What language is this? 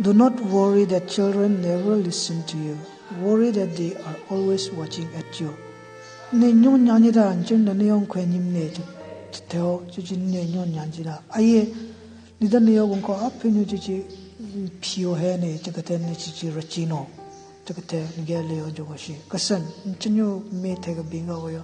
Southern Rengma Naga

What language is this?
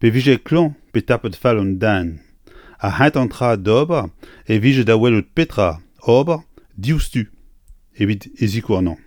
Breton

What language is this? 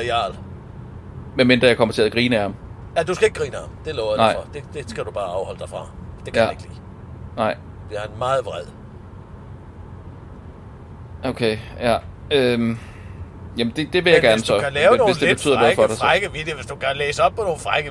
Danish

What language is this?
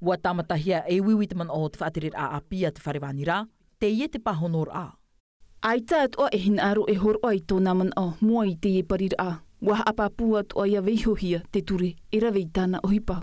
Tahitian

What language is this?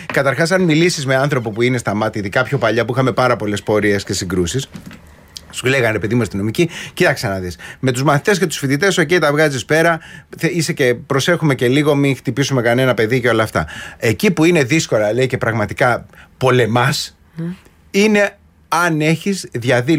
Greek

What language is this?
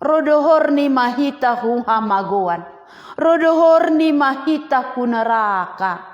Batak Simalungun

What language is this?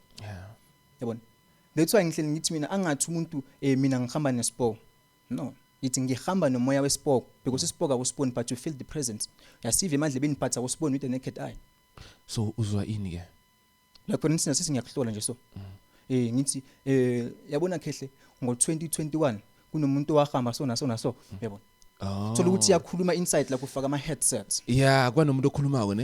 Zulu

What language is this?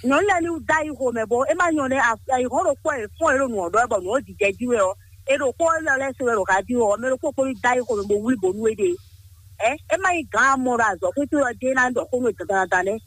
Fon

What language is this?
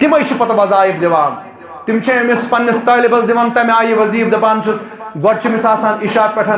Kashmiri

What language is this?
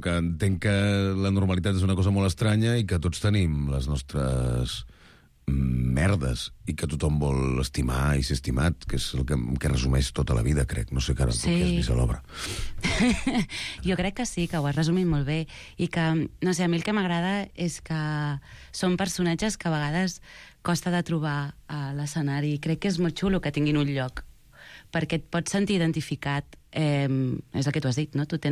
Catalan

